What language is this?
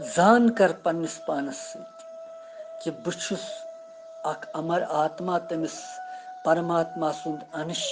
Kashmiri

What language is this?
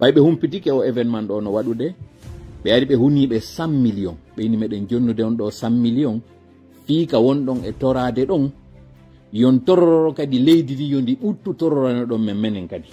Fula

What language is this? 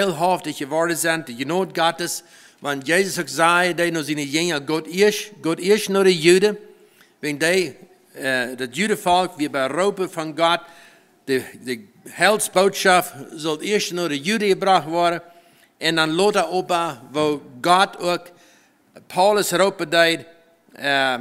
Plautdietsch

